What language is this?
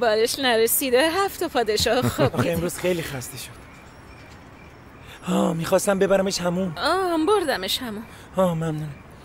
Persian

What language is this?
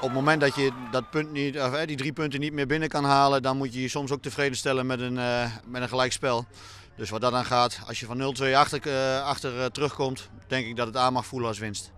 Western Frisian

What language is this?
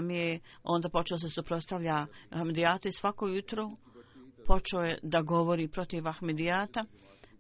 Bosnian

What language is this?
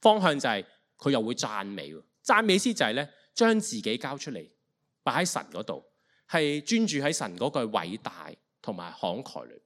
Cantonese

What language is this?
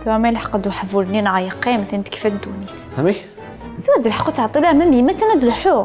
Kabyle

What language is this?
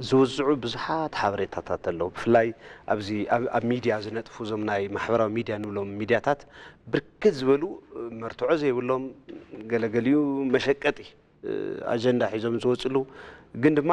Tigrinya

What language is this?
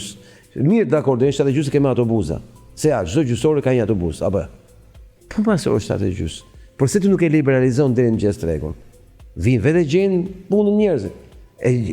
Albanian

